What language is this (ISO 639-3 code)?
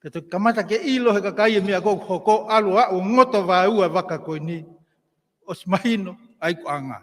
ton